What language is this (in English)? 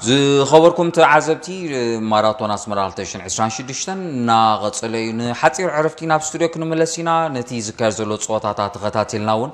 Tigrinya